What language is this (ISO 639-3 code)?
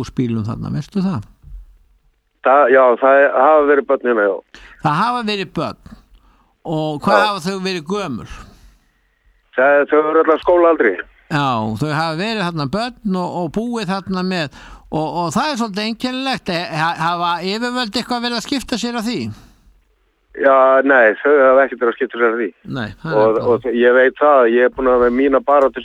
isl